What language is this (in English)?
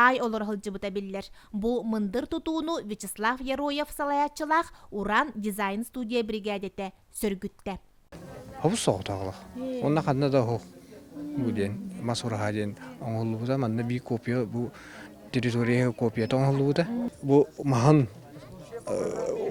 Yakut